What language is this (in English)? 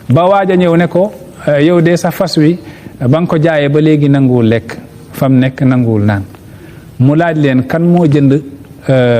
Wolof